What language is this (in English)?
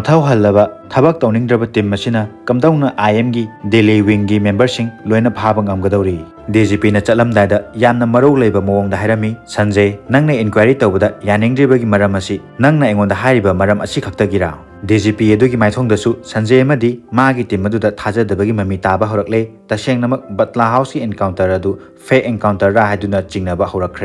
Manipuri